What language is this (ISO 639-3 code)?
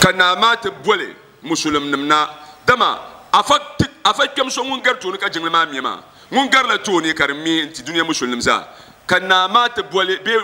dag